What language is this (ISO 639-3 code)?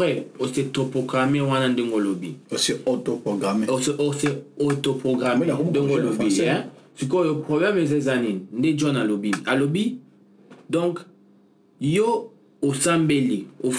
lin